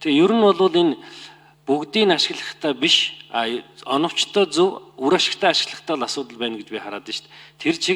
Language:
Mongolian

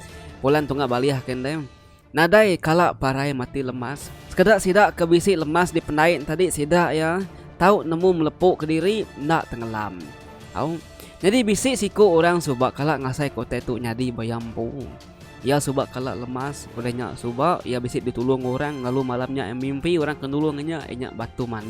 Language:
Iban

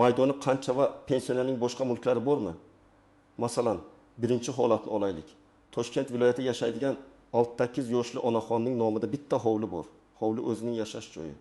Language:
Uzbek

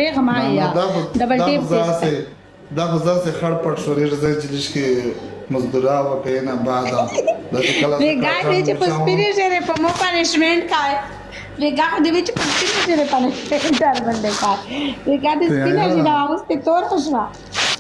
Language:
Pashto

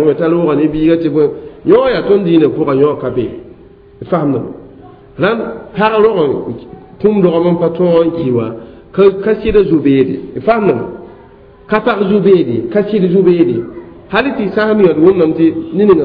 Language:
Mossi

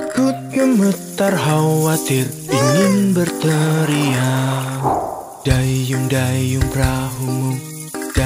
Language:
Indonesian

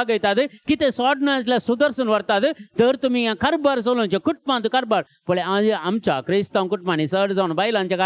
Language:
Konkani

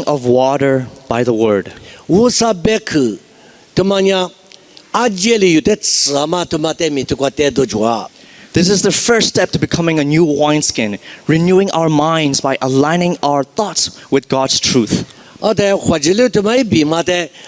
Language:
Lisu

